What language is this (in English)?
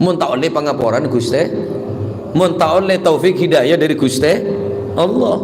Madurese